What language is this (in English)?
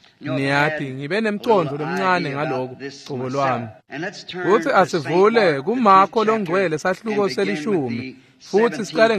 Swati